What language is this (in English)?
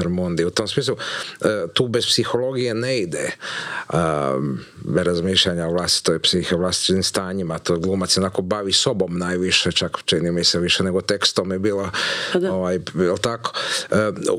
Croatian